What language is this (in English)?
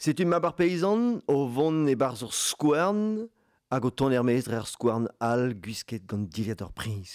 Breton